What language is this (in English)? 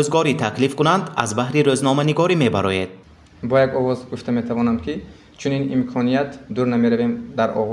Tajik